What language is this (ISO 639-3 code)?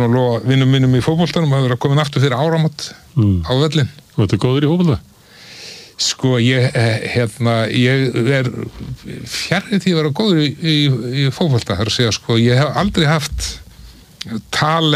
isl